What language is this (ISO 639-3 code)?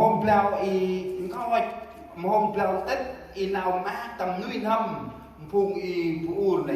cmo